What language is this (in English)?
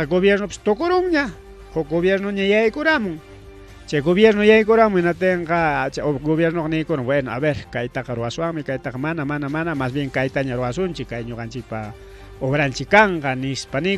Ayacucho Quechua